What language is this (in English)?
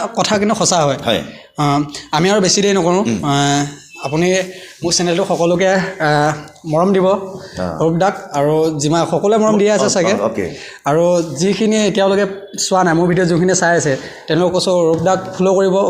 Assamese